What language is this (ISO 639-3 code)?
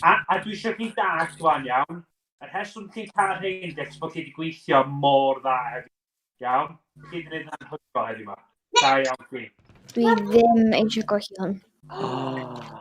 cym